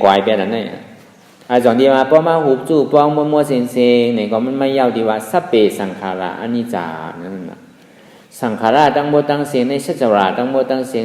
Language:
Shan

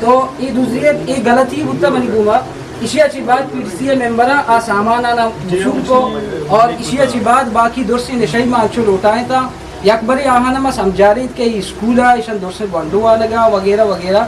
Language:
Eastern Balochi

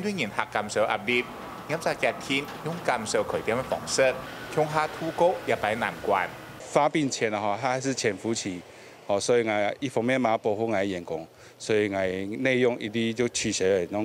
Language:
Hakka Chinese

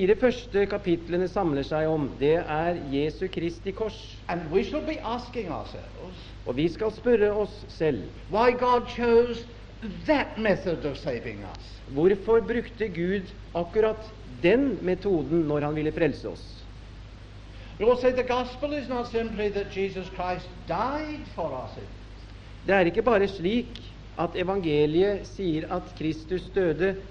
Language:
Norwegian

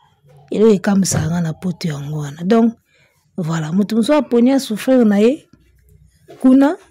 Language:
Lingala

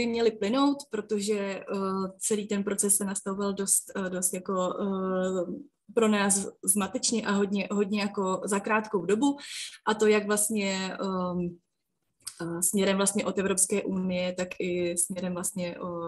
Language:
Czech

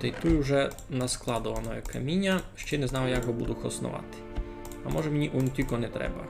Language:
Rusyn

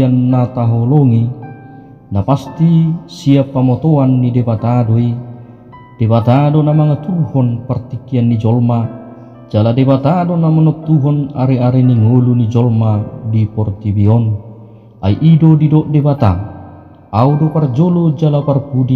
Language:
Batak Toba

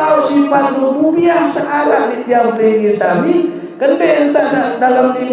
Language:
Sasak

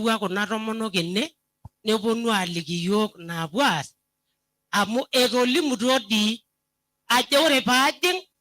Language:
Masai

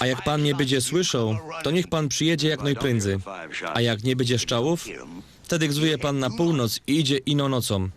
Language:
Silesian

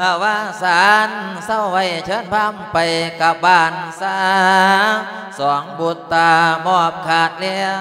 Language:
Lao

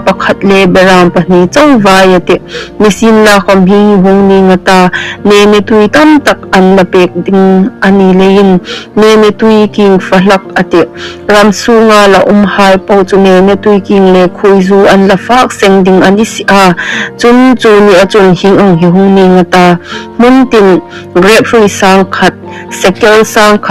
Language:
Hmar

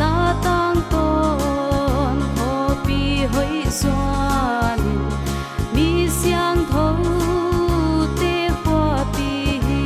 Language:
Paite Chin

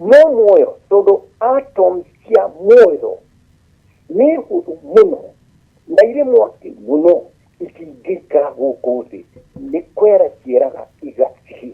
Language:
Kikuyu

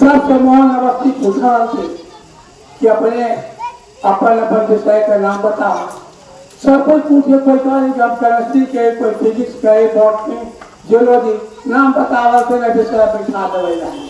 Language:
Magahi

